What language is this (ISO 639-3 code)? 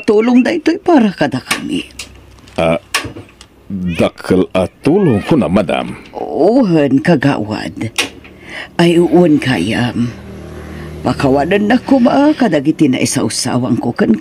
ilo